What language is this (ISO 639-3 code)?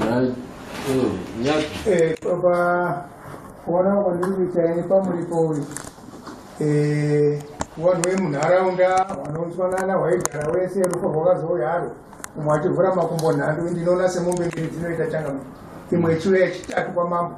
sna